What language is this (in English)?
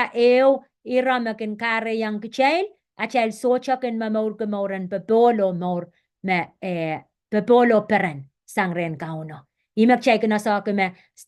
Pohnpeian